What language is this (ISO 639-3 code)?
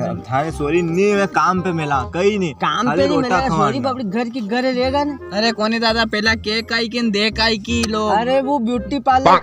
raj